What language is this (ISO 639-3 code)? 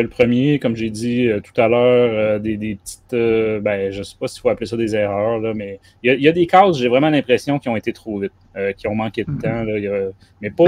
fra